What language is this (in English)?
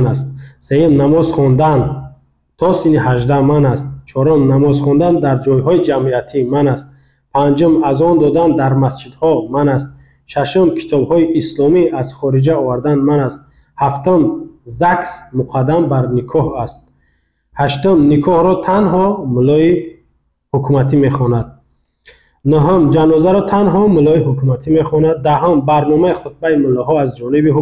Tajik